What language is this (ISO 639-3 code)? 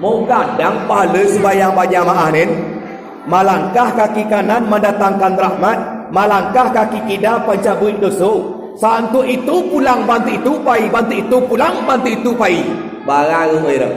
min